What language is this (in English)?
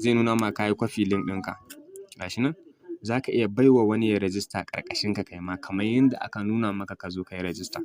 Hausa